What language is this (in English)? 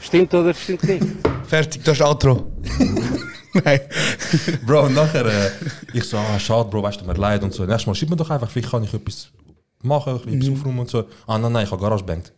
Swiss German